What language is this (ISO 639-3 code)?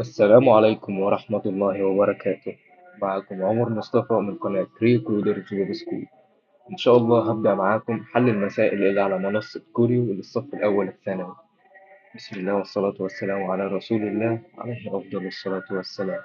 arz